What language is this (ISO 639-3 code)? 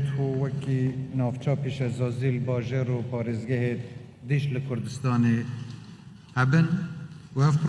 kur